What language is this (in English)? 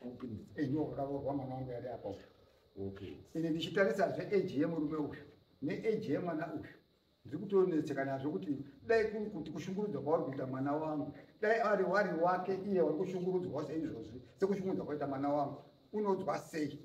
Shona